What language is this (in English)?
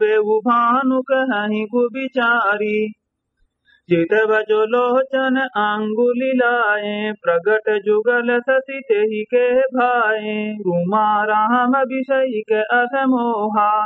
Awadhi